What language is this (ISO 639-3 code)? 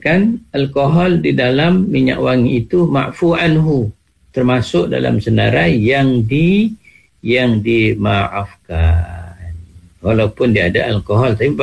msa